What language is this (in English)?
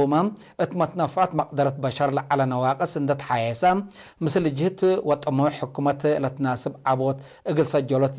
Tigre